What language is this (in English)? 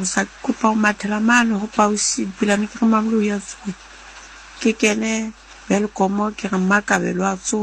Southern Sotho